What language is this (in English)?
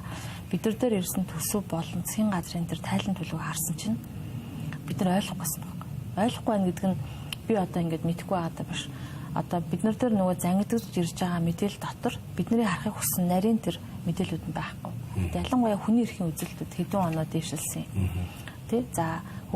Mongolian